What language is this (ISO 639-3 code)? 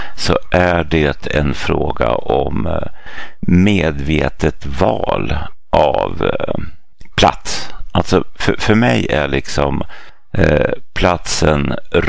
swe